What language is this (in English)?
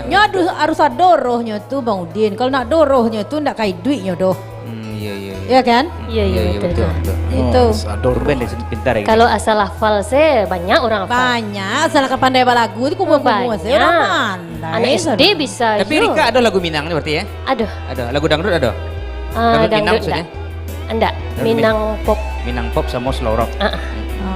Minangkabau